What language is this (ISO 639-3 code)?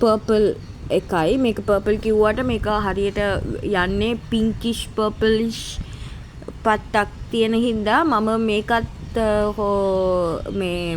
sin